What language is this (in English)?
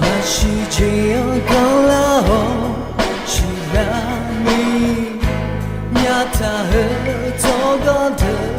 Akha